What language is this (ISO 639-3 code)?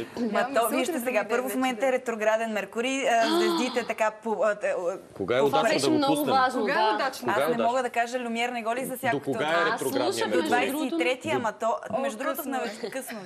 bul